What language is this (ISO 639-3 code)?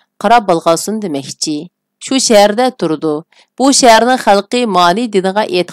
uig